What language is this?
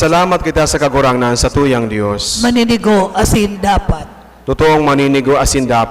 Bikol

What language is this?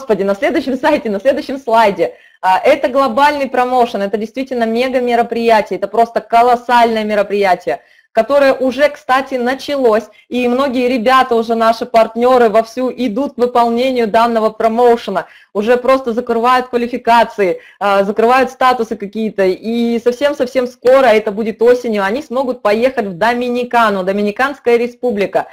Russian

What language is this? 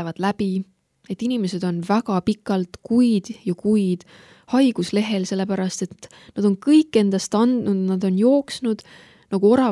Estonian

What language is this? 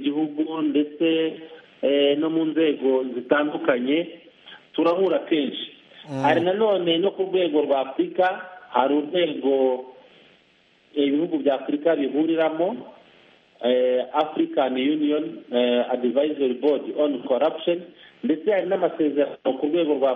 Kinyarwanda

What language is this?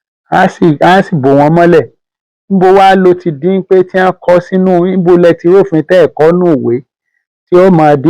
Yoruba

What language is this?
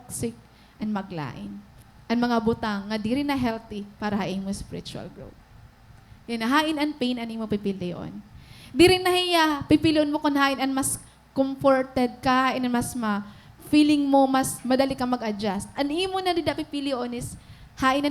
Waray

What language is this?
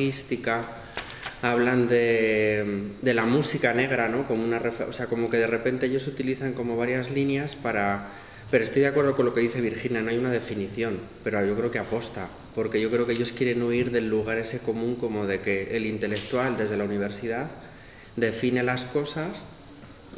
Spanish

